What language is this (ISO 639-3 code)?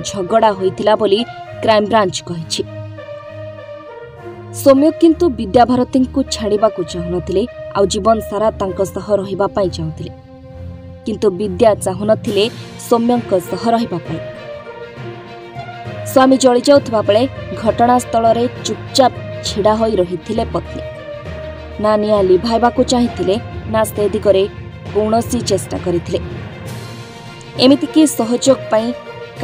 ori